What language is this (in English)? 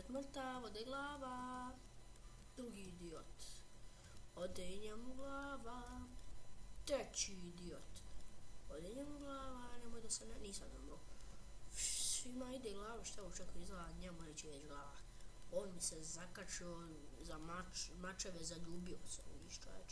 Bosnian